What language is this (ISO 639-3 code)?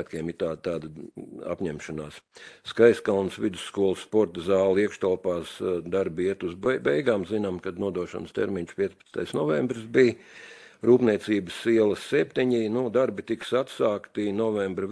lav